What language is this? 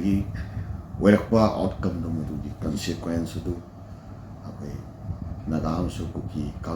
Manipuri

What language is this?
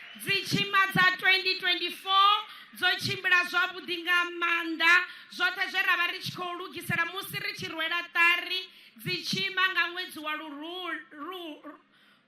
Venda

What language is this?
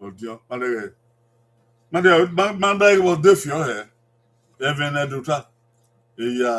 Bini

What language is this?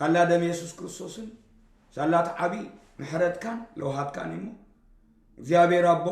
Tigrinya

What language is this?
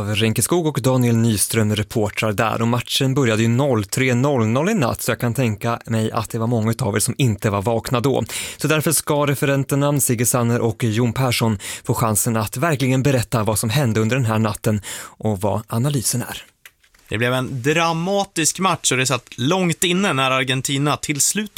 Swedish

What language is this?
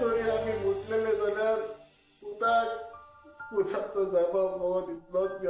Konkani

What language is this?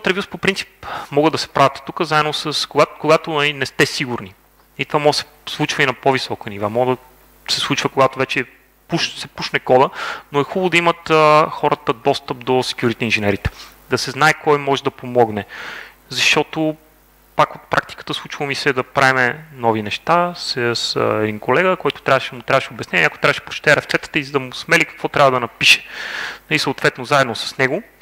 Bulgarian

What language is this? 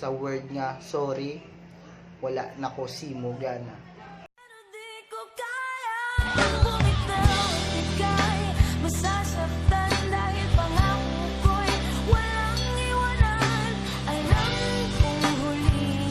Hiligaynon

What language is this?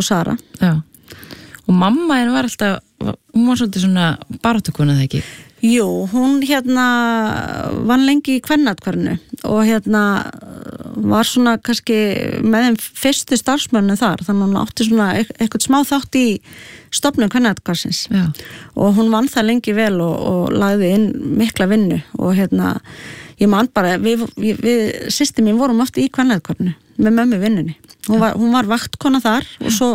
Icelandic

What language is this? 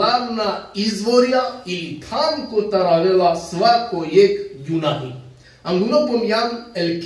Balkan Romani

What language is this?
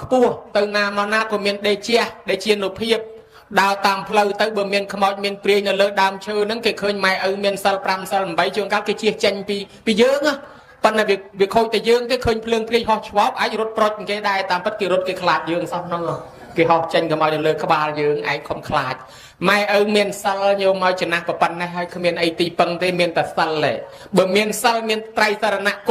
Khmer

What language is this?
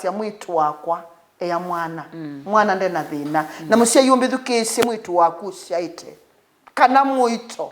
Kamba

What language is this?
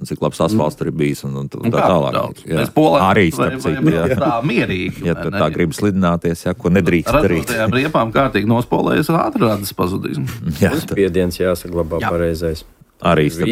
Latvian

